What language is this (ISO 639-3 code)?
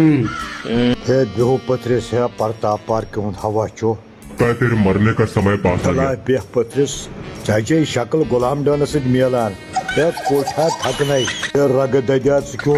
kas